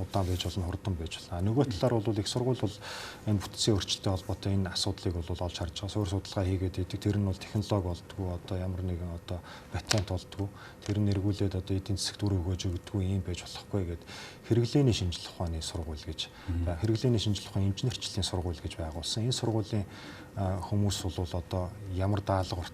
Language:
Mongolian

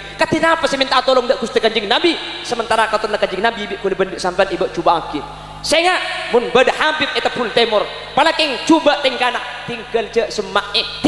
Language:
Madurese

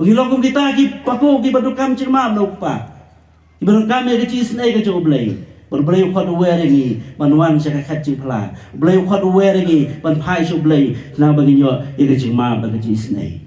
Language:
Khasi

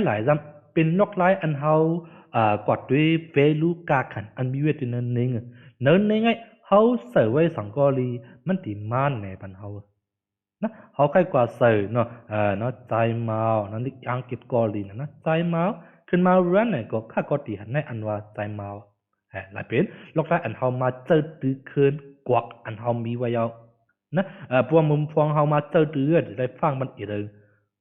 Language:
Shan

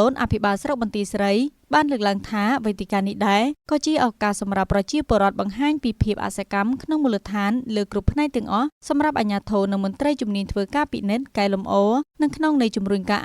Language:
Khmer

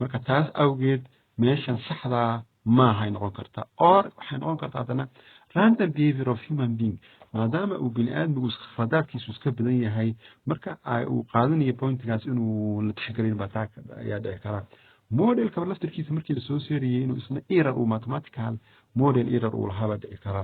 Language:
Somali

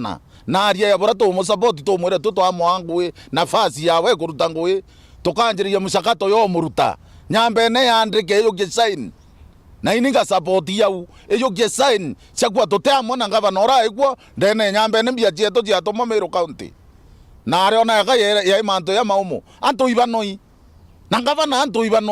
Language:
Meru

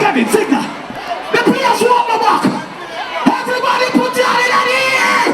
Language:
Jamaican Creole English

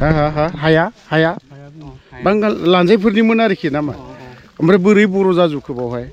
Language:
Bodo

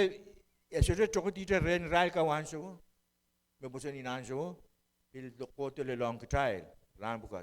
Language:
Pohnpeian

